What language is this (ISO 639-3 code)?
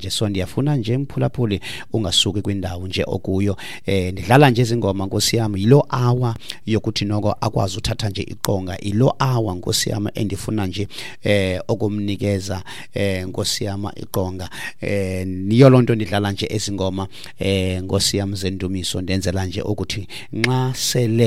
xho